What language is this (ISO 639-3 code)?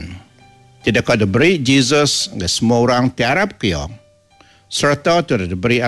iba